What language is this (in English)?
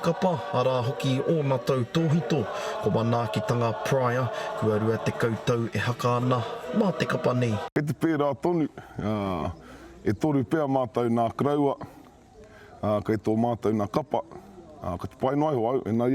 Māori